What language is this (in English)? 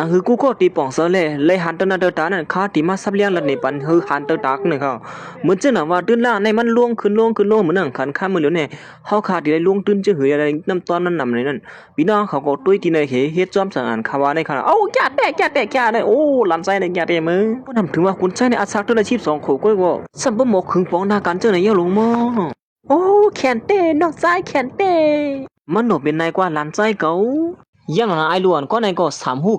Shan